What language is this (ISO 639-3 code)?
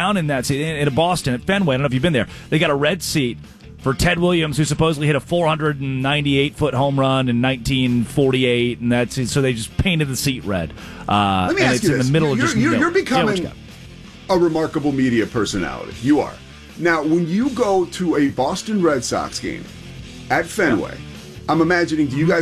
eng